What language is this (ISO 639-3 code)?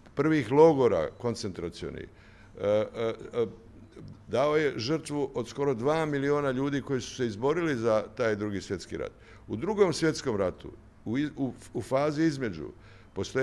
hrv